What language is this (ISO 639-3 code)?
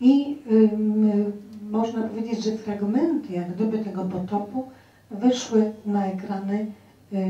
pol